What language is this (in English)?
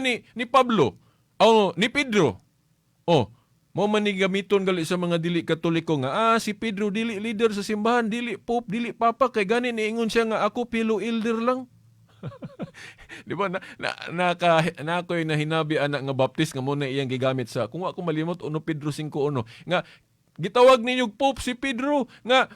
Cebuano